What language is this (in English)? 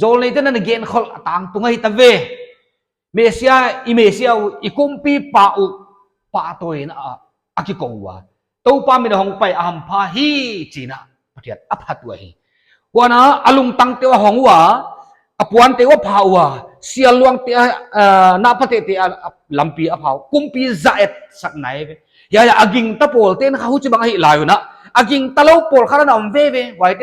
Paite Chin